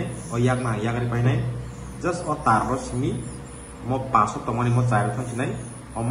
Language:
Kok Borok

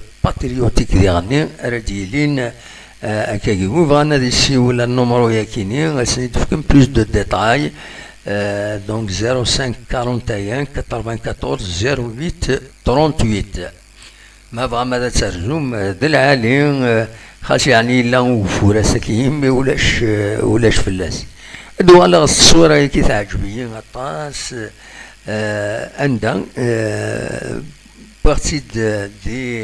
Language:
Kabyle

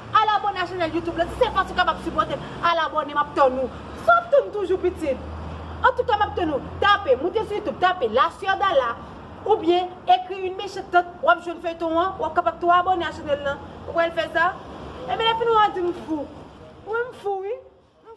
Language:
Haitian Creole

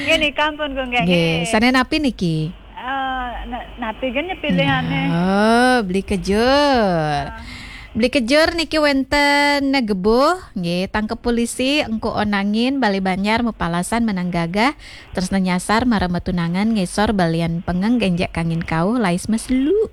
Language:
Balinese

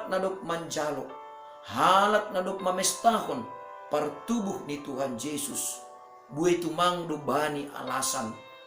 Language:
Batak Simalungun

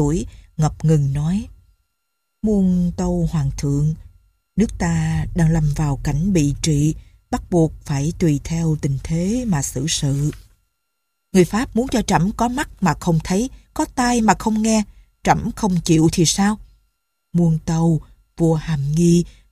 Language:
Vietnamese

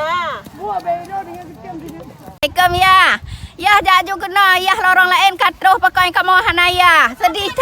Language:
Achinese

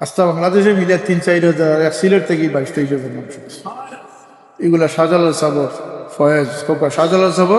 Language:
Sylheti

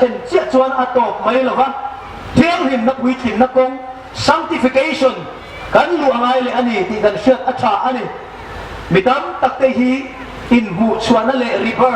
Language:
Hmar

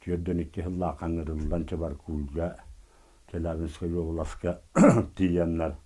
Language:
Yakut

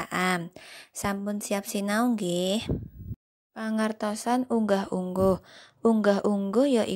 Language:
Javanese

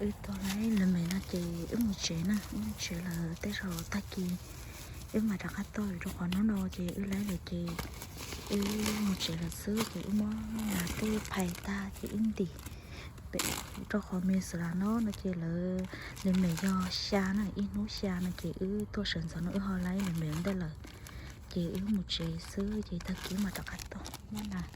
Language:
Hmong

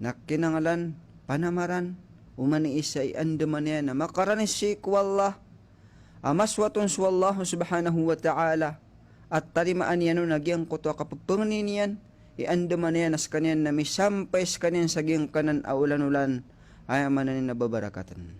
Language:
Maranao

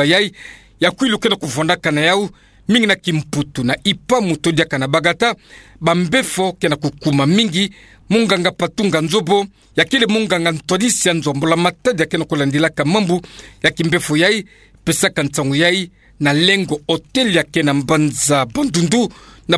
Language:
Kituba (Democratic Republic of Congo)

